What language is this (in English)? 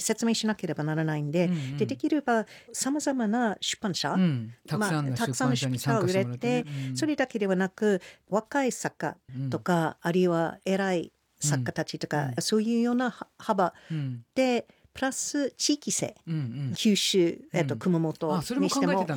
Japanese